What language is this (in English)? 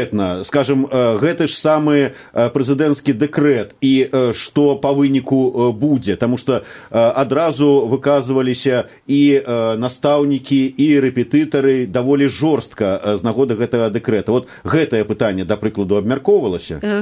Belarusian